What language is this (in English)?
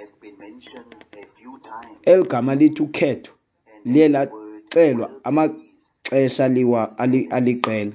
Xhosa